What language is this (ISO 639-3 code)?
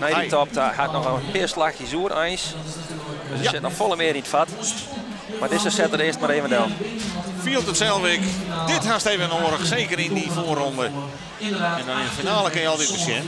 fry